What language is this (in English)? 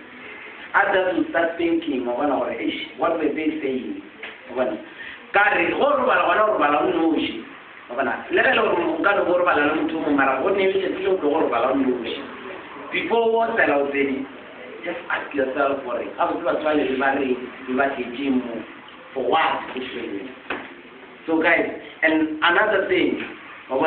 Northern Sotho